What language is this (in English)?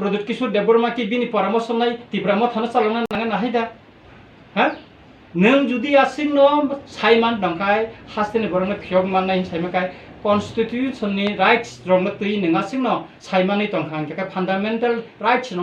Kok Borok